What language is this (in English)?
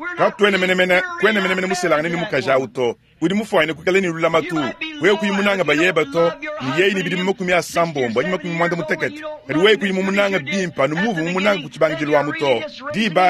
Luba-Lulua